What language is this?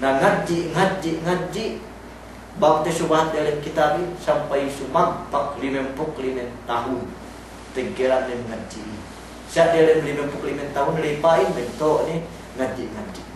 Yakan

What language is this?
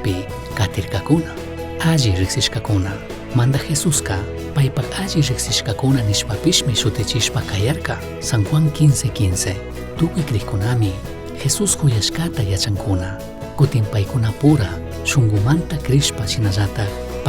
Chimborazo Highland Quichua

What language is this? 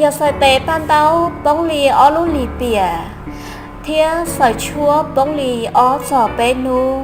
Hmong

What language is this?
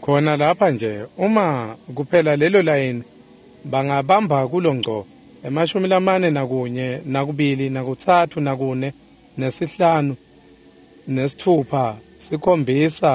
Swati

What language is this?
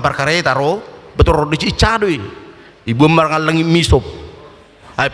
Batak Toba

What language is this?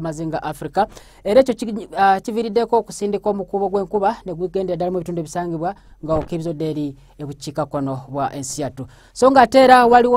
Ganda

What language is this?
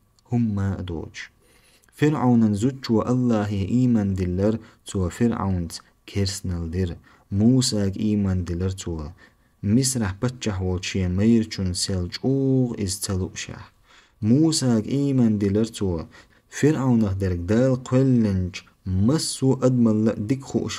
Chechen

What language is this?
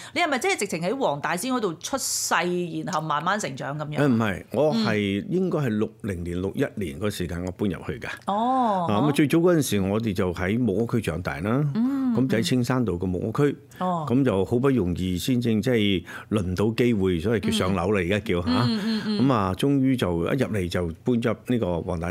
Cantonese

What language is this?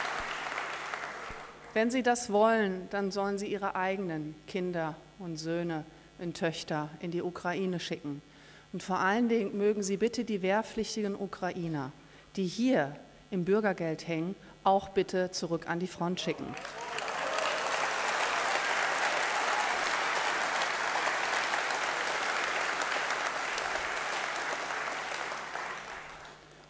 German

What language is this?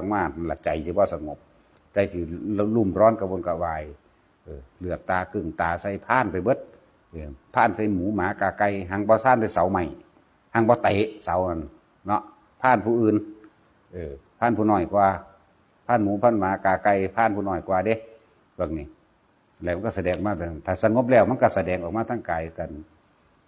Northeastern Thai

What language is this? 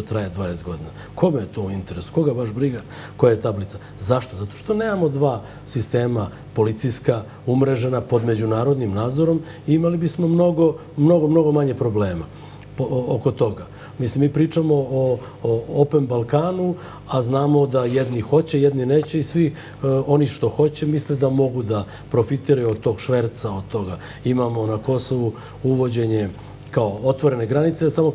Serbian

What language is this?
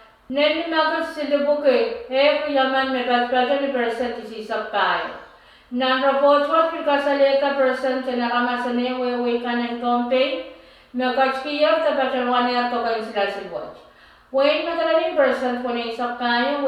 Pohnpeian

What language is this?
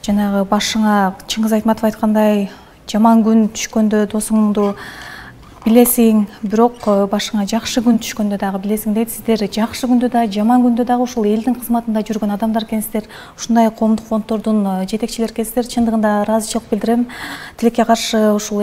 Kyrgyz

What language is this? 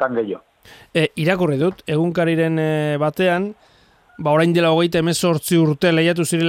Basque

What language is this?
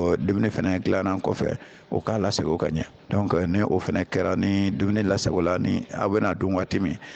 Bambara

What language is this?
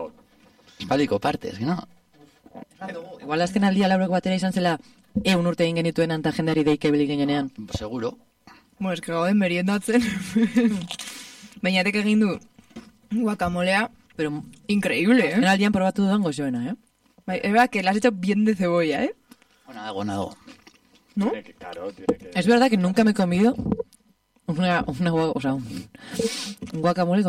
Basque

